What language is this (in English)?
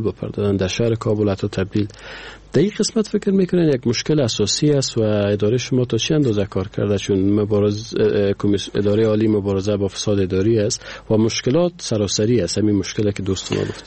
Persian